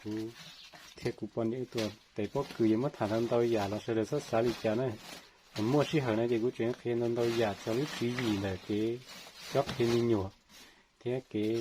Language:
Hmong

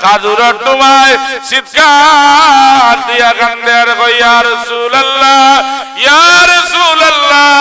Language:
Sylheti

